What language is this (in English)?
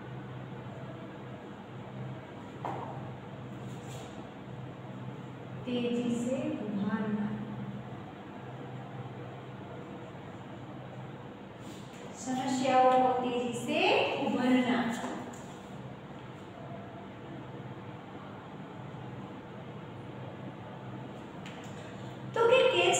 Gujarati